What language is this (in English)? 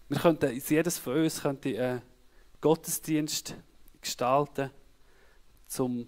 Swiss German